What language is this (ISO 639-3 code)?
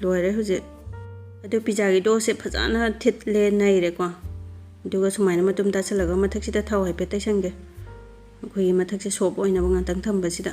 mni